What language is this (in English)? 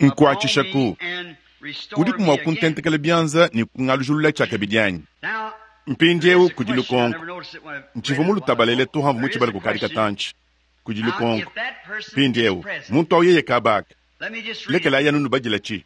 Luba-Lulua